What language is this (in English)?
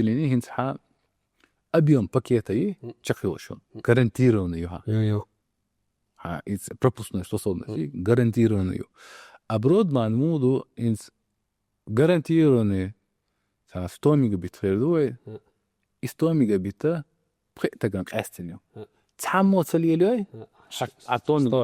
Chechen